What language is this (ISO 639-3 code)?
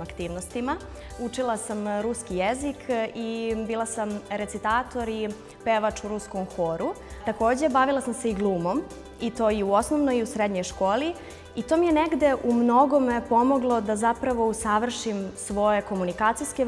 srp